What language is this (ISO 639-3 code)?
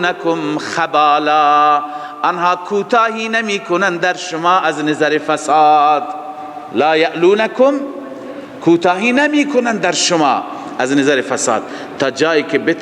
fas